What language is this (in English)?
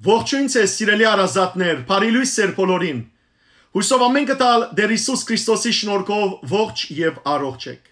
Western Armenian